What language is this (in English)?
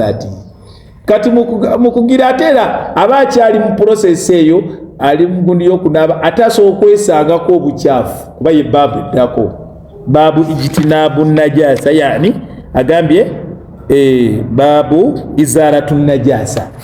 Ganda